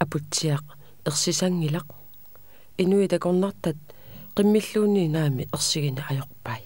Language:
Kalaallisut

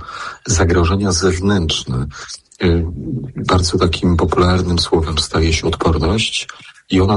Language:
Polish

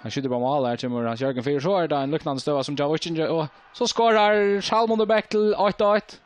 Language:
Faroese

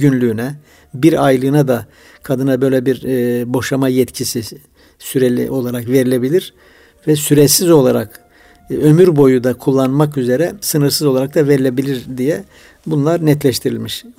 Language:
Turkish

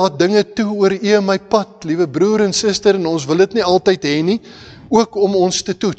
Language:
Afrikaans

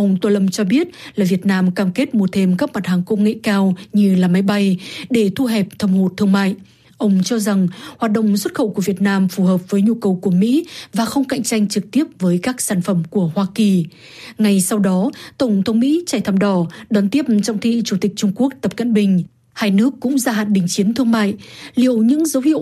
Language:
Vietnamese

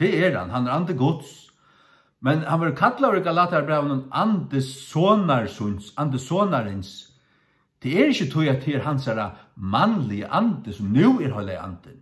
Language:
Faroese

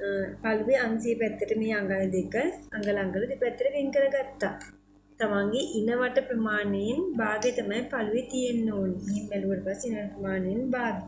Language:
Sinhala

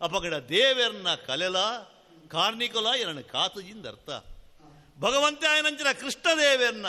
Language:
Tulu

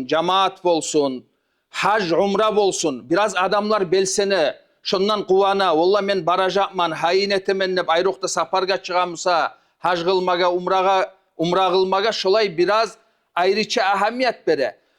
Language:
Kumyk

